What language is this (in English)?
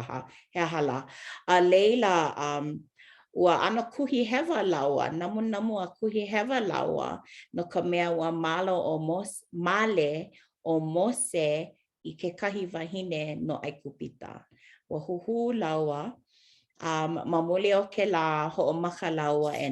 Hawaiian